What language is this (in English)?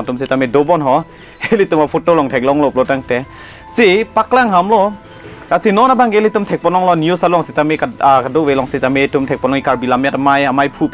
Karbi